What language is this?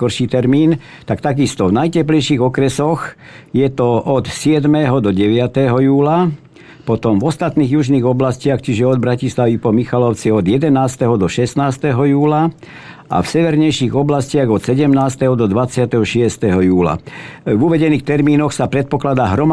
Slovak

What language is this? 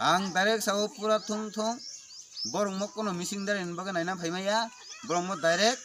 Kok Borok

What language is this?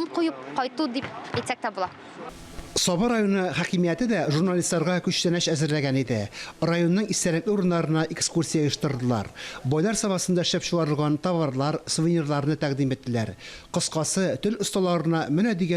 Tatar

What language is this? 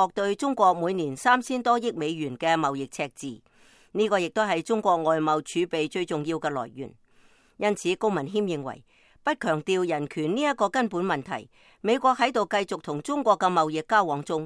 Cantonese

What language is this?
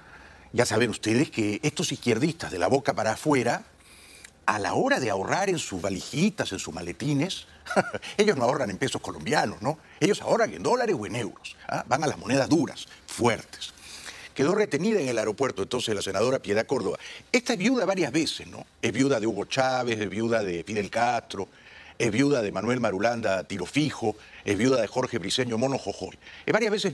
Spanish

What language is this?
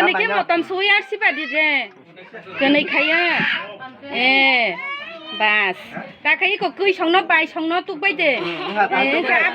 Kok Borok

